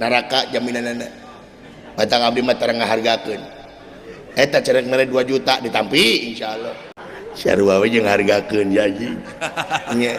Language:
Sundanese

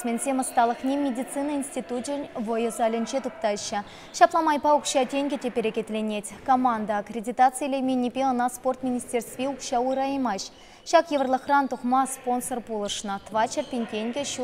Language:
Chuvash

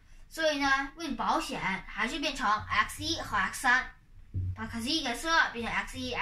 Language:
Chinese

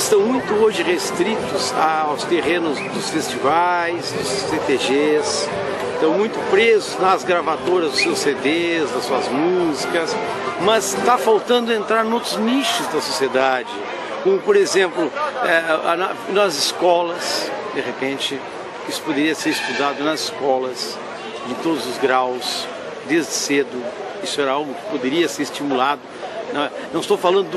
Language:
Portuguese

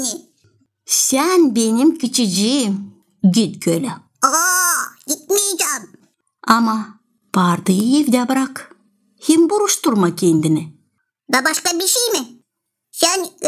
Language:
Gagauz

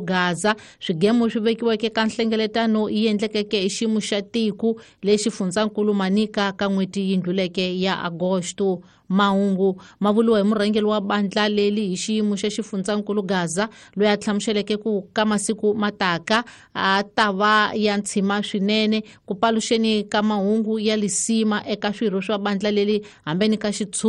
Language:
Tsonga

